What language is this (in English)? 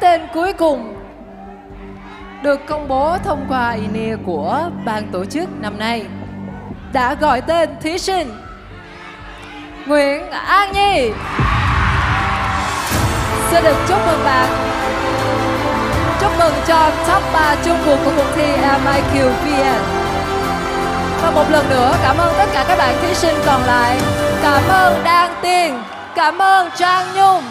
Vietnamese